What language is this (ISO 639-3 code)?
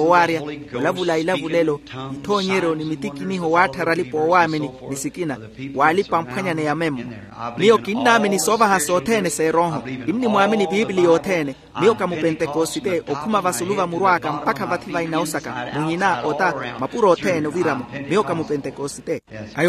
vmw